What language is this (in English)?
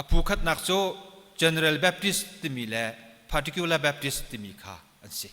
Hakha Chin